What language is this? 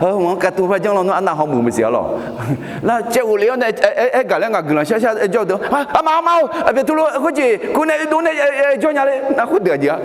Akha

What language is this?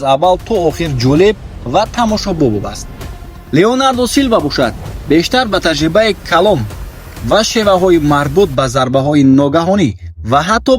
Tajik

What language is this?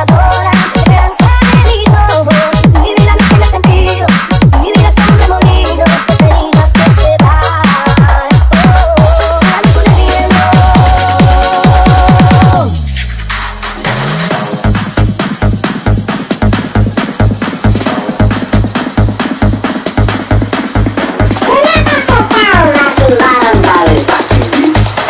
Spanish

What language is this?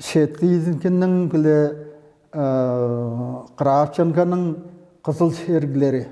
Tuvinian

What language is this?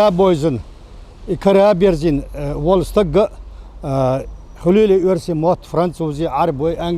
Chechen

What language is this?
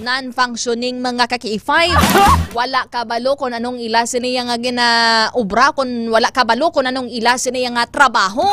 Hiligaynon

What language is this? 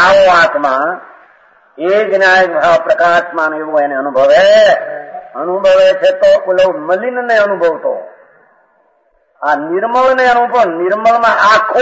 Gujarati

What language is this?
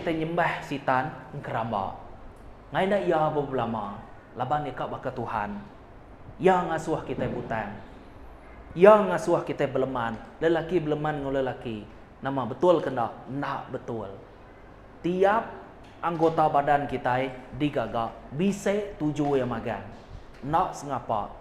Iban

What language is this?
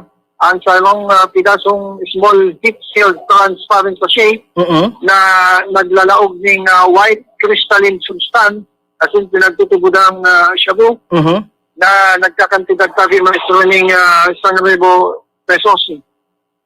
Bikol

